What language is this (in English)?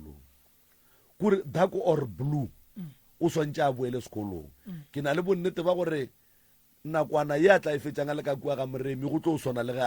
Northern Sotho